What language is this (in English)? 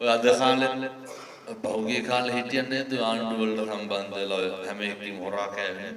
Sinhala